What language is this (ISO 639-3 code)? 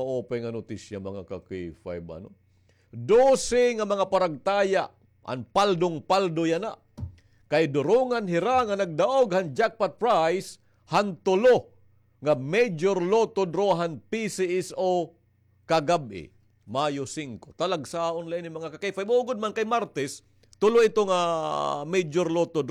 war